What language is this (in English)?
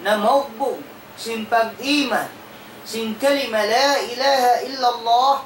Tausug